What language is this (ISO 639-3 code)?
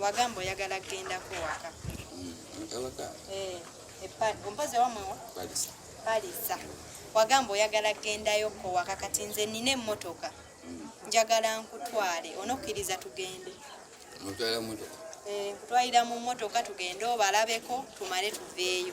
lug